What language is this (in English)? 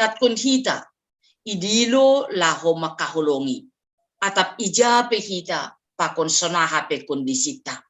Batak Simalungun